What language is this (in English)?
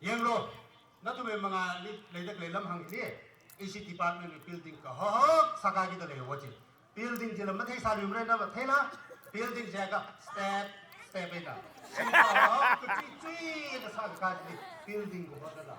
Tangkhul Naga (India)